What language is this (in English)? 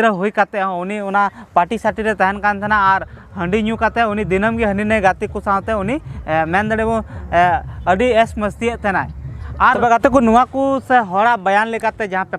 Santali